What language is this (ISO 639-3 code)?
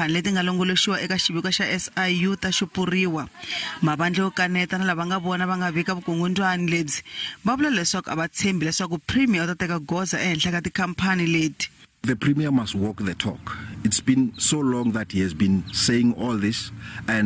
tso